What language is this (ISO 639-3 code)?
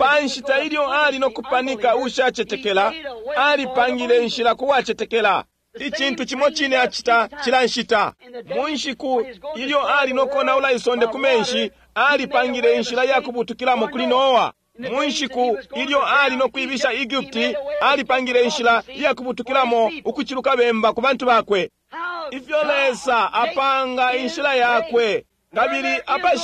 bem